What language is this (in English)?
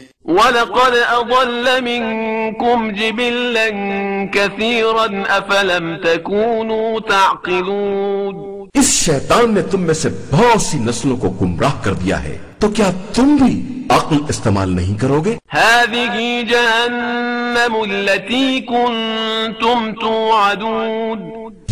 Urdu